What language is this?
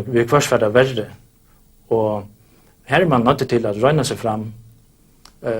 Faroese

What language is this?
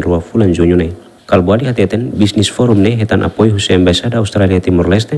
Tetum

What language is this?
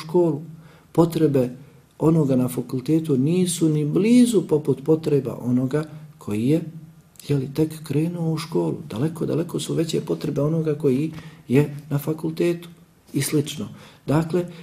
Bosnian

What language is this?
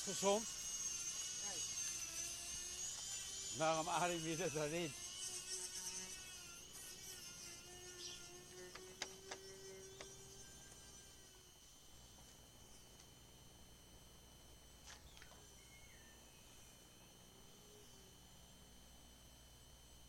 Dutch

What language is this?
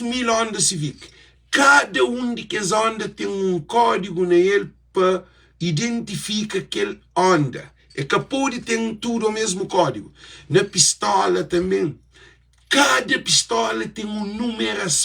Kabuverdianu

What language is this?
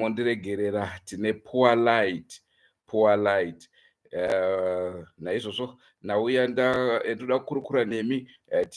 Shona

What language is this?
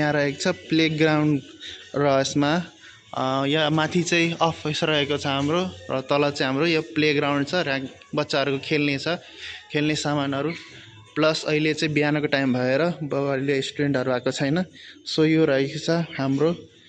Nepali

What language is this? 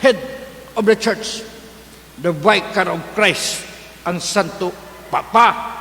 Cebuano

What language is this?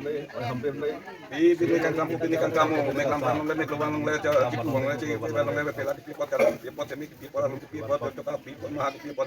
Karbi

